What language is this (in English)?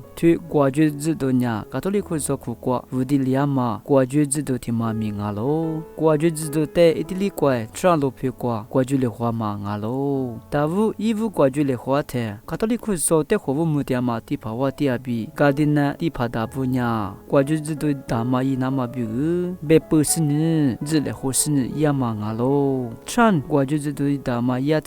Lisu